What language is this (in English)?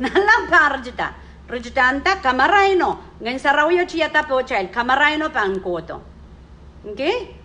Pohnpeian